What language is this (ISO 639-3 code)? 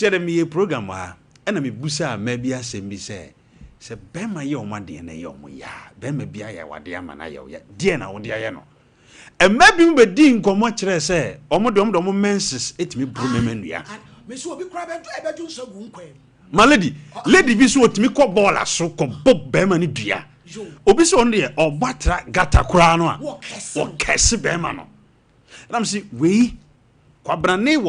aka